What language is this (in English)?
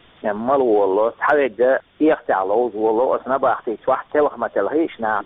Chechen